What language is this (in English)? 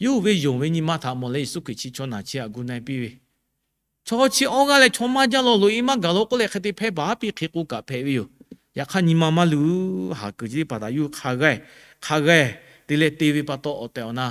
Lahu